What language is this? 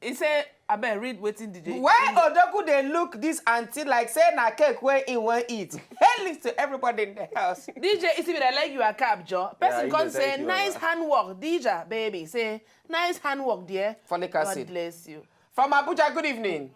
Nigerian Pidgin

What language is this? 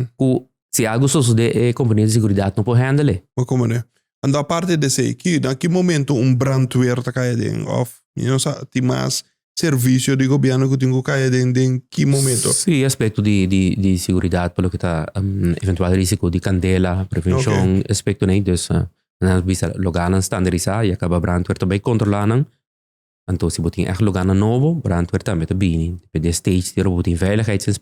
Papiamento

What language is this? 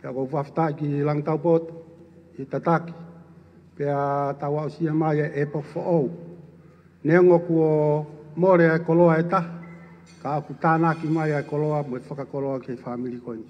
Tongan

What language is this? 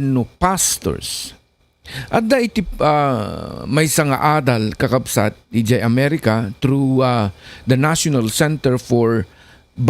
Iloko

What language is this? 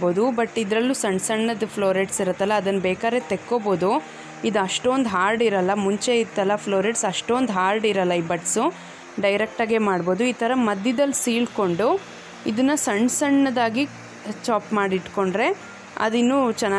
Kannada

